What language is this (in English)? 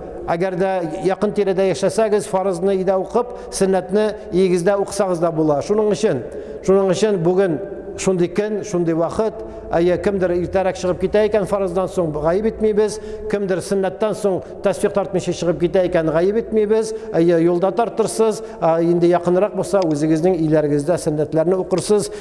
Tatar